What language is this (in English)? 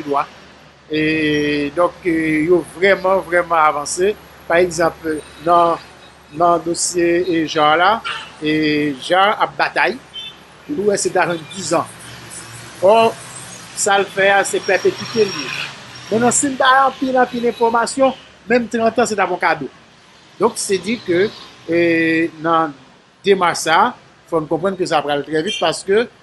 Haitian Creole